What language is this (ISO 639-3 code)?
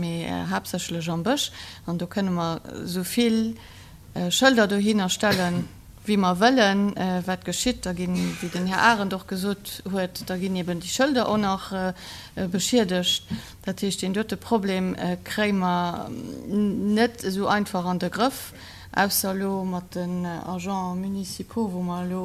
ltz